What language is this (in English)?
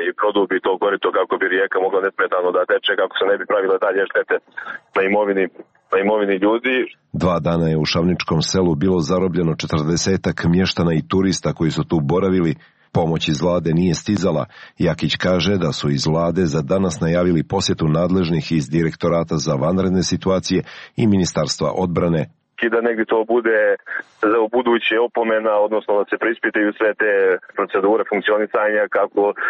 Serbian